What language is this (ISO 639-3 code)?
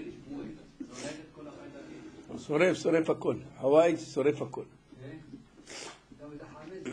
heb